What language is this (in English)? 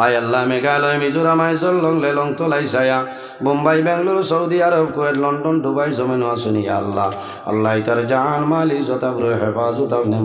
Sylheti